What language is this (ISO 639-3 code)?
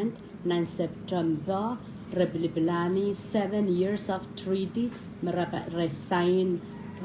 pon